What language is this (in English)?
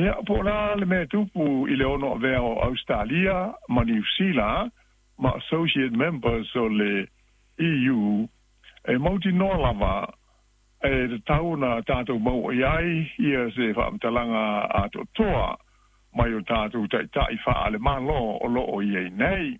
Samoan